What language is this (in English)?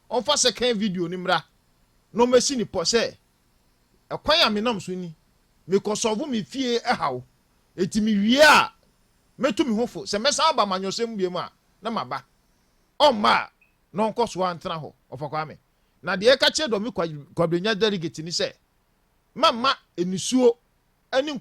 Akan